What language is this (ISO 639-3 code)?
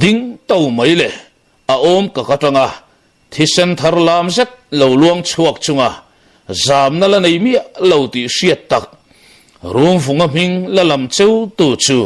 lus